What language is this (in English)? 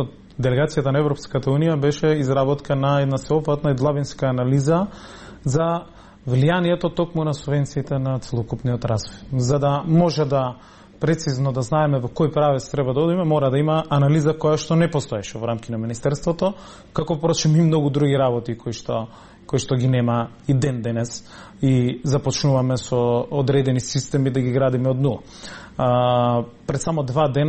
Macedonian